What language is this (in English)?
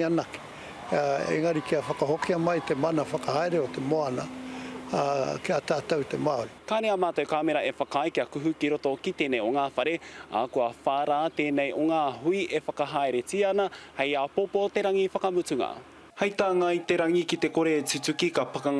Māori